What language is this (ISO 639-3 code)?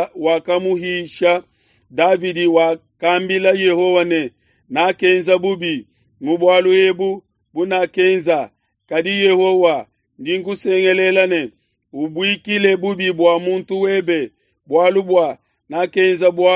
lua